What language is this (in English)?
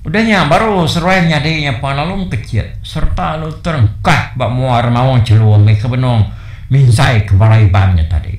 Iban